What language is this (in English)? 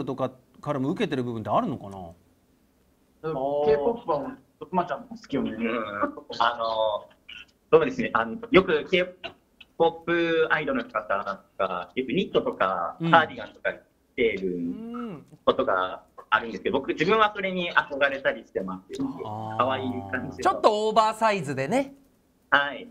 Japanese